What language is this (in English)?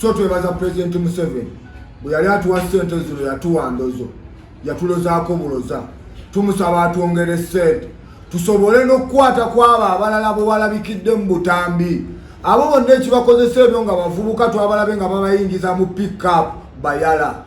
Ganda